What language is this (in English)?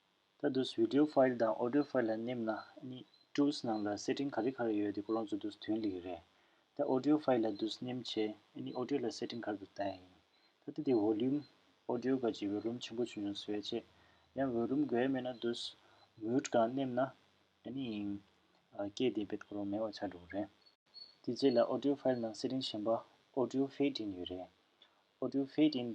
Tibetan